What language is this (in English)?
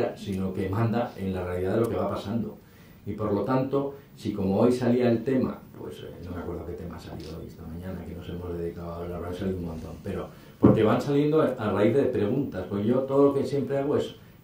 Spanish